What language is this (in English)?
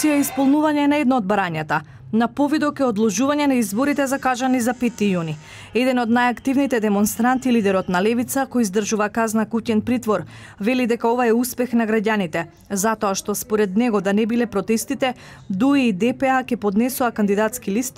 Macedonian